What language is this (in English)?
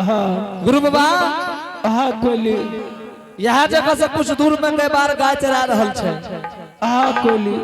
Angika